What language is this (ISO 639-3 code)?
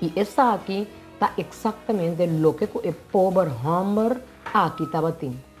pap